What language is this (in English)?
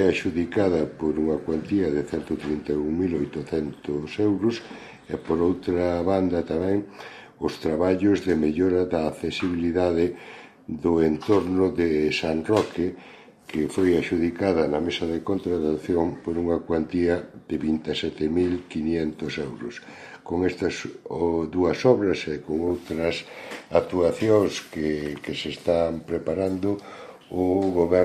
Galician